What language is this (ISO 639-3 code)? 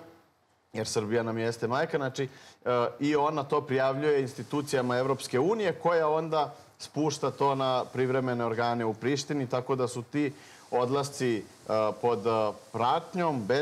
srp